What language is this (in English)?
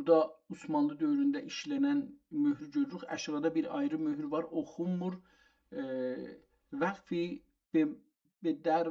South Azerbaijani